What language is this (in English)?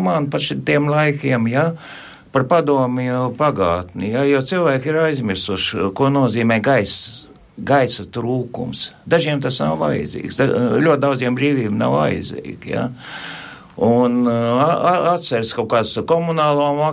Latvian